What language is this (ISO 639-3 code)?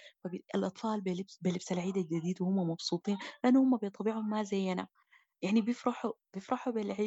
apd